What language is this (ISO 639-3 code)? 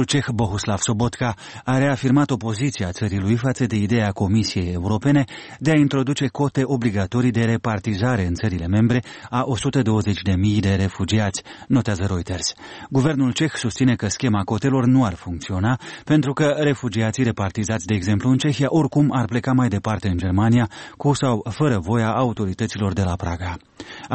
ron